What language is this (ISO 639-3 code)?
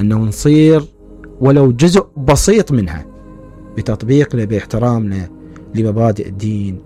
acm